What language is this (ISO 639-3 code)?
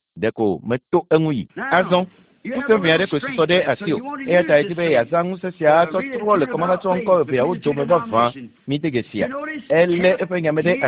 ewe